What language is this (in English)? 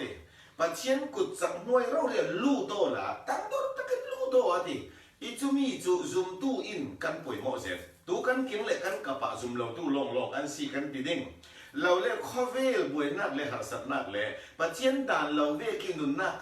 Falam Chin